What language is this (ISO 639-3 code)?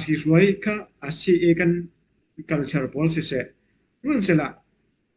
cfm